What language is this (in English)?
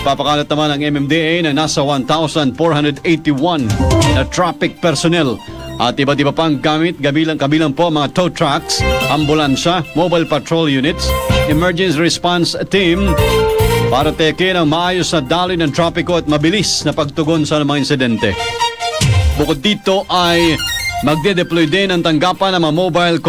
Filipino